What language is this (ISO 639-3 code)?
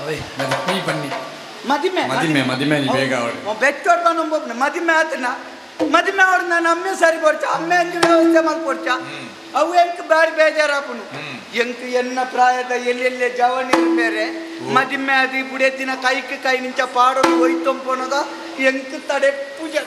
tcy